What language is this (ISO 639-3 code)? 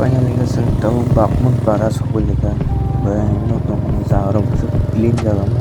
trp